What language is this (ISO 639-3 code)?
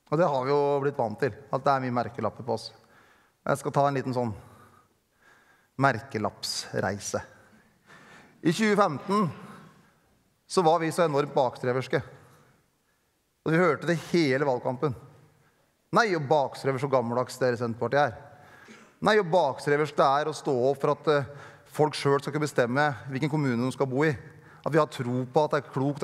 nor